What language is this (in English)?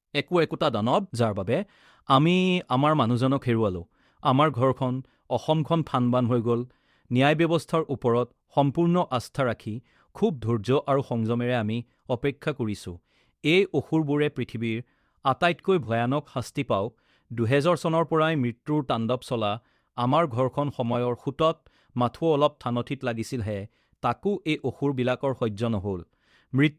Assamese